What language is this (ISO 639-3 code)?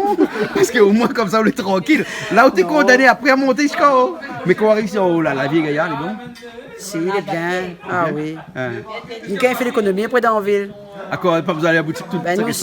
rcf